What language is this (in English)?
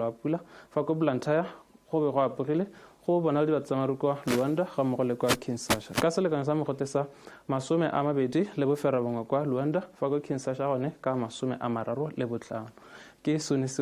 Tswana